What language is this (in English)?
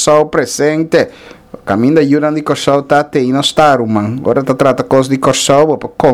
Papiamento